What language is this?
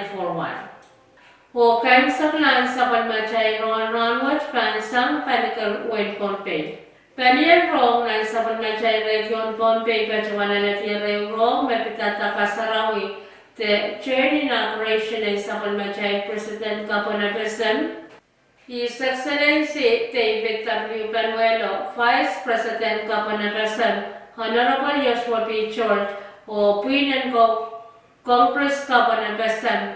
Pohnpeian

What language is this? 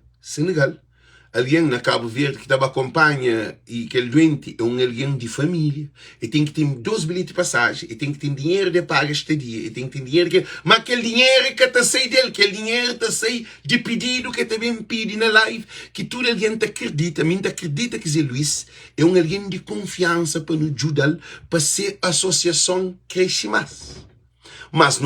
Kabuverdianu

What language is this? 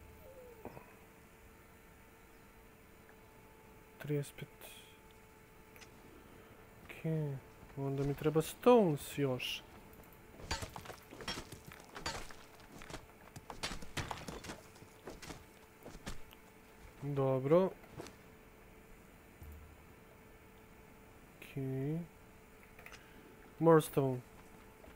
Croatian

